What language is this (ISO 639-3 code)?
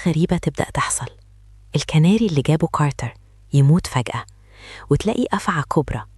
arz